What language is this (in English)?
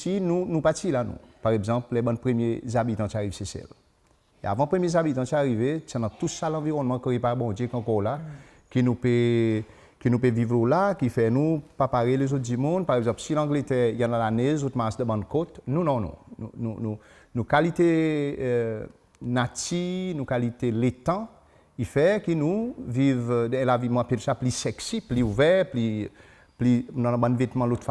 Seselwa Creole French